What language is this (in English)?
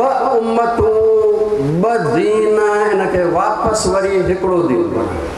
Sindhi